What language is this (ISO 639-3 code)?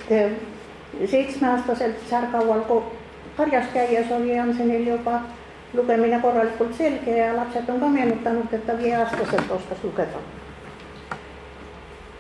est